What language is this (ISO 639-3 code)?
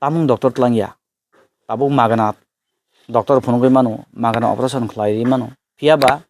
trp